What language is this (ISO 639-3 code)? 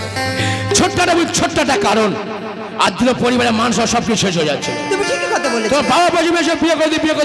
ben